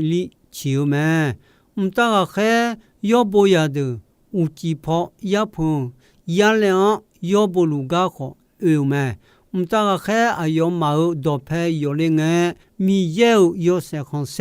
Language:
Akha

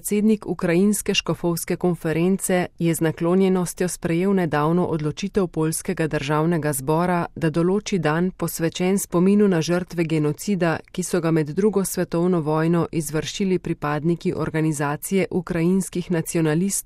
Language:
Slovenian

